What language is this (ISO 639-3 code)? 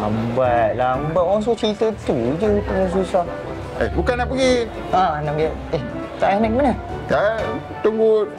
msa